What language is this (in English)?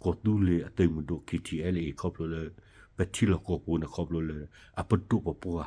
S'gaw Karen